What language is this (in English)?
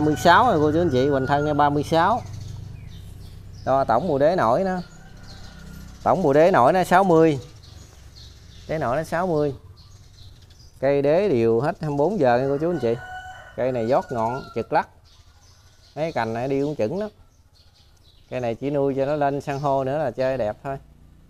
Vietnamese